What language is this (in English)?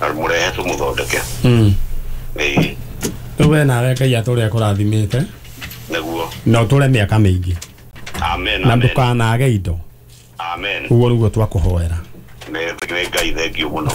Kikuyu